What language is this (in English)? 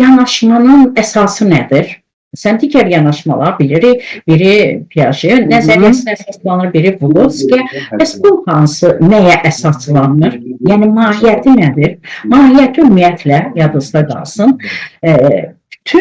Azerbaijani